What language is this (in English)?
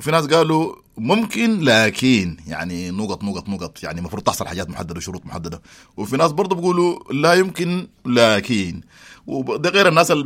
Sudanese Arabic